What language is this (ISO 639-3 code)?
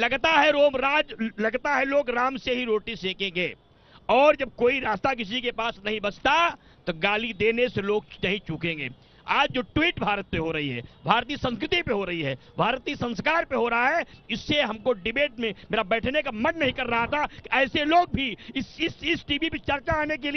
hin